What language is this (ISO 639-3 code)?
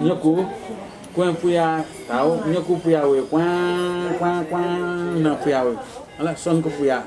new